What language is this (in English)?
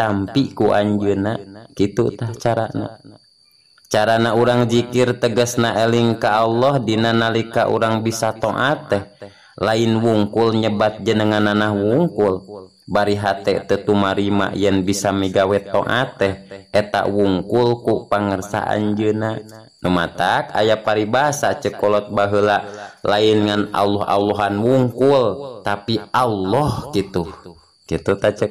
Sundanese